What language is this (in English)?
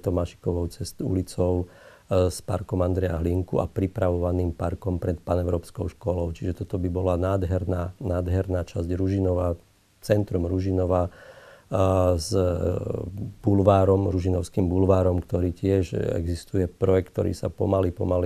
Slovak